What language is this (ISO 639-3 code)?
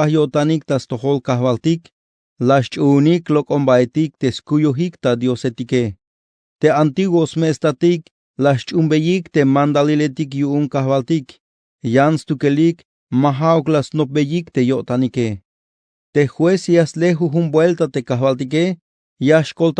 tzh